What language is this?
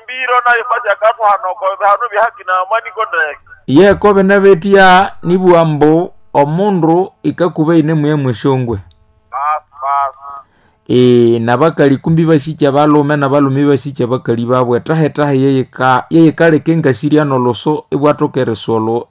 Nande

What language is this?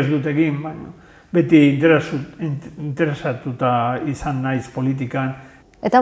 Basque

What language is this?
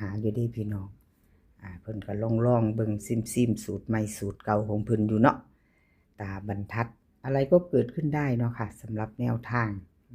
Northeastern Thai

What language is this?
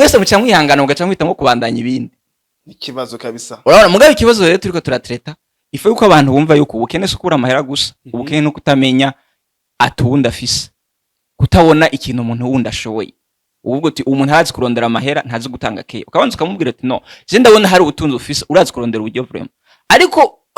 Rundi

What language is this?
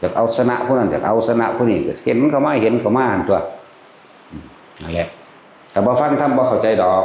Northeastern Thai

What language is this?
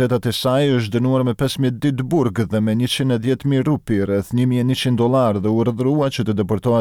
Albanian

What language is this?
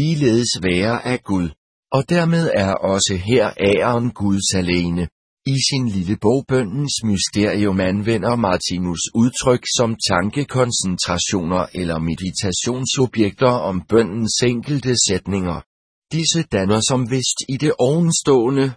Danish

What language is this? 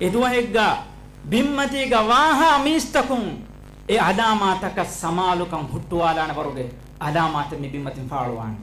Divehi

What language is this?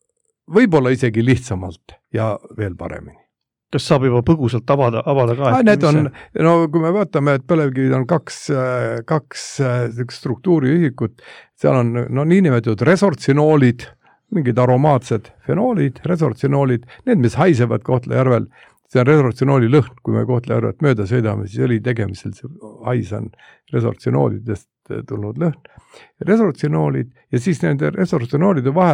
Estonian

